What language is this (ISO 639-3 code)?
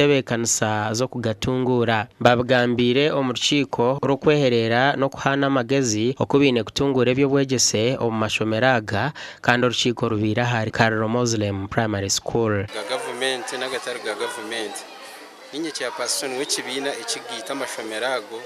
nyn